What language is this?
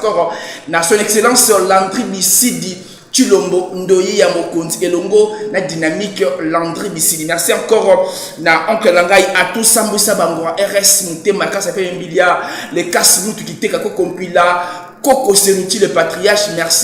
Lingala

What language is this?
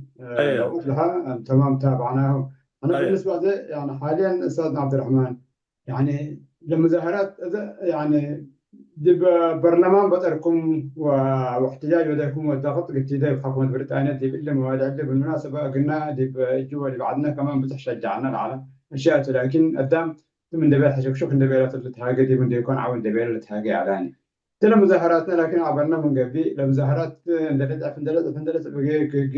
Tigre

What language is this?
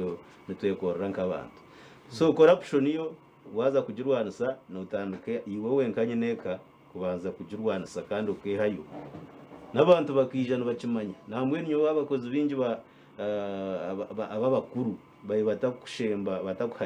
Nyankole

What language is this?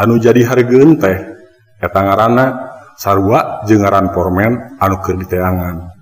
Sundanese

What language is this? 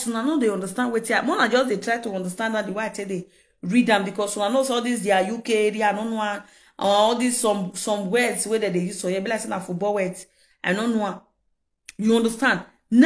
Nigerian Pidgin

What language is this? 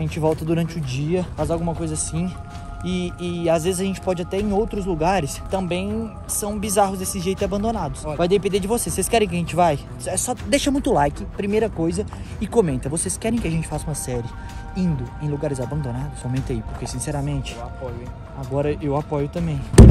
Portuguese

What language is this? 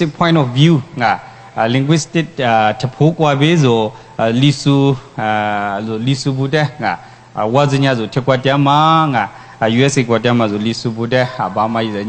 Lisu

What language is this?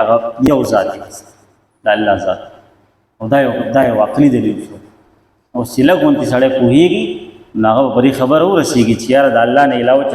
Pashto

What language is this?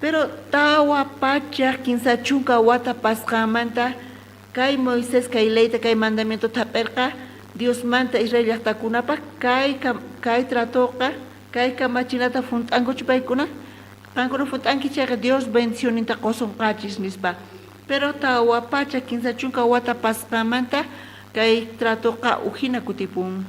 South Bolivian Quechua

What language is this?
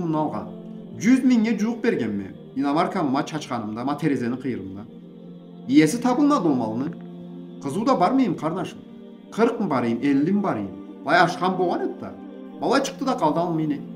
Karachay-Balkar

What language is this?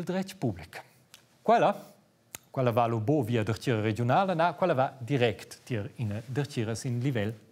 Romansh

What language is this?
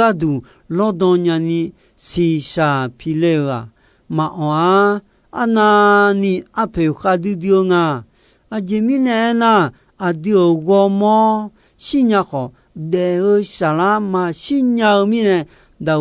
Akha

